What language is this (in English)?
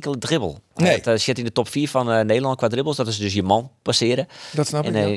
Western Frisian